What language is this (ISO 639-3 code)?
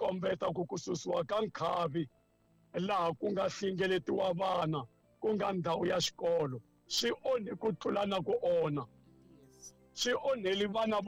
tso